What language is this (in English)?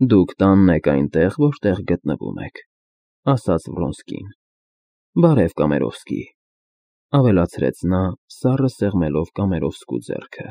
Armenian